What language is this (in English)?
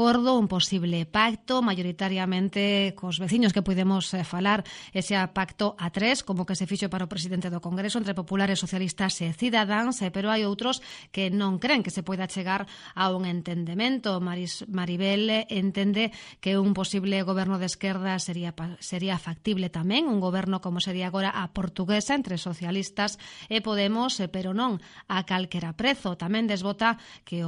Galician